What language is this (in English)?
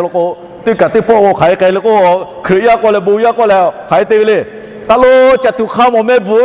Lahu